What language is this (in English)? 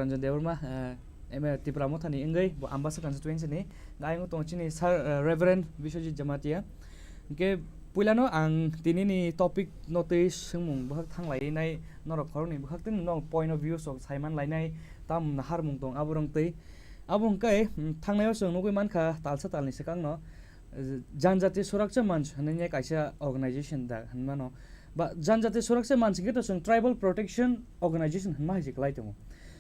Kok Borok